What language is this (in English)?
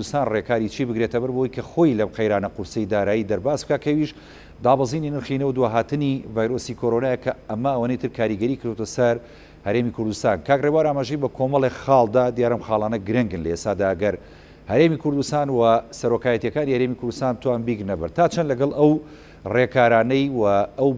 Central Kurdish